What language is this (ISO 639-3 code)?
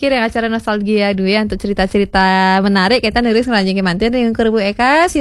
ban